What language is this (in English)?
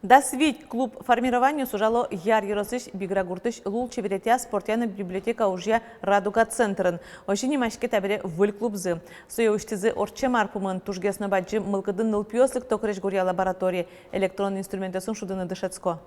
Udmurt